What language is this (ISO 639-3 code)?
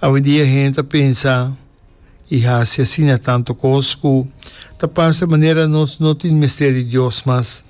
pap